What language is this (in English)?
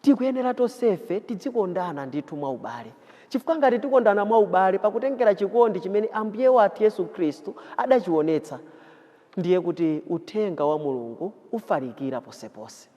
Nyanja